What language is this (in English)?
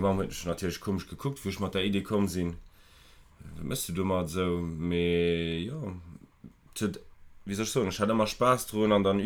Luxembourgish